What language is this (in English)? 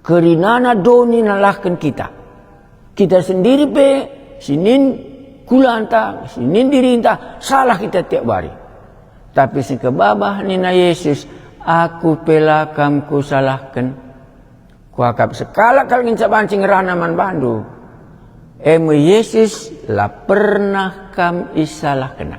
Batak Karo